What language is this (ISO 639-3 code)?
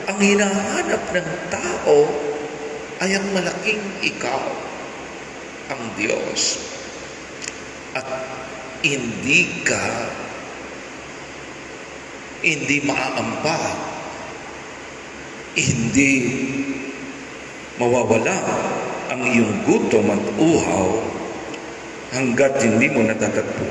fil